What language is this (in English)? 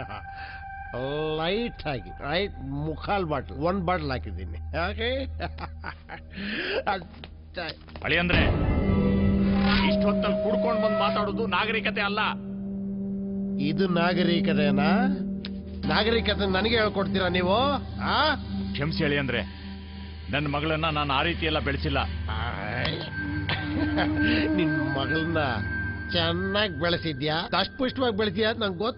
Kannada